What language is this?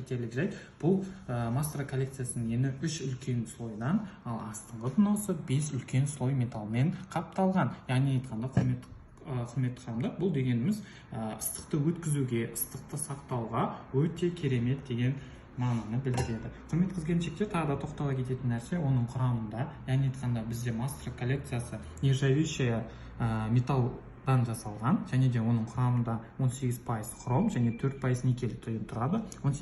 Kazakh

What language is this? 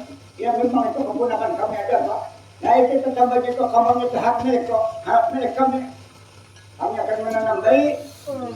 Banjar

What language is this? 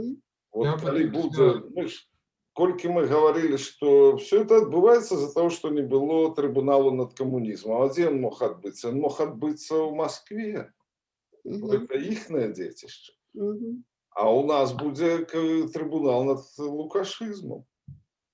Belarusian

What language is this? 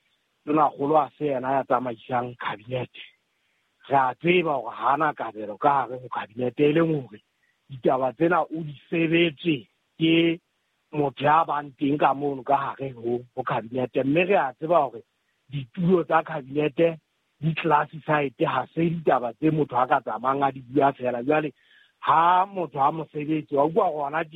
Southern Sotho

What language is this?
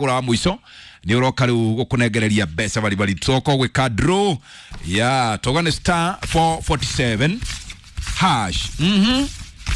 Kikuyu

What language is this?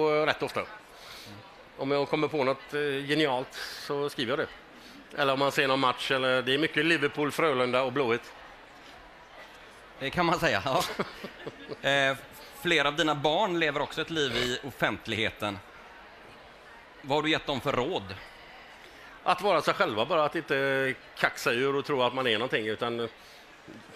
Swedish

